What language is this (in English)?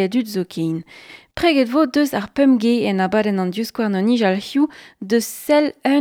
Breton